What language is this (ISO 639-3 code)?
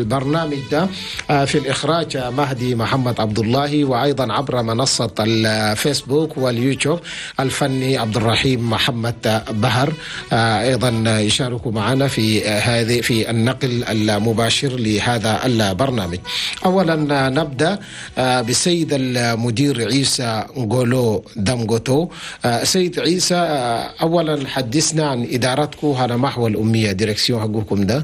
shu